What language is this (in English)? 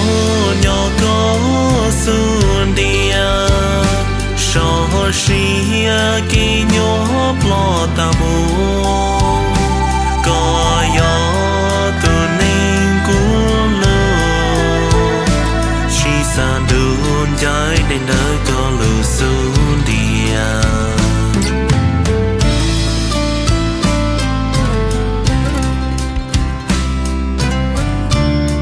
Vietnamese